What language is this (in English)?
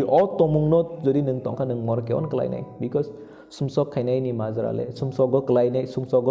Kok Borok